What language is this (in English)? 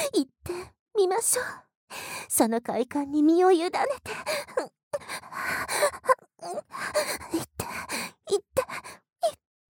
Japanese